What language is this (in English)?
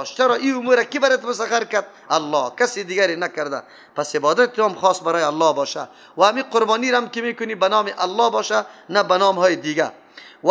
Persian